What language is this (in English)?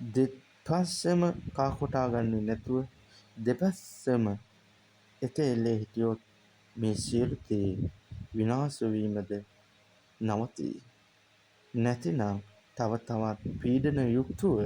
Sinhala